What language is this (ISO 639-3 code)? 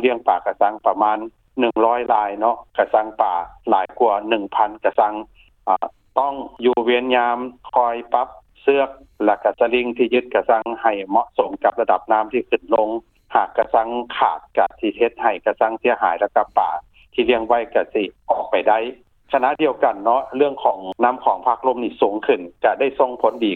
lao